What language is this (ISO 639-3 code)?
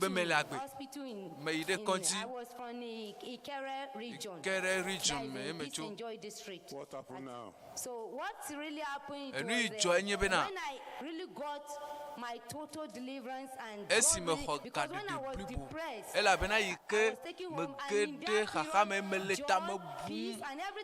ewe